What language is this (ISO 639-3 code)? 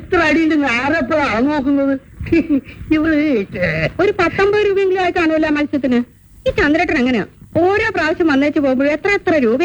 mal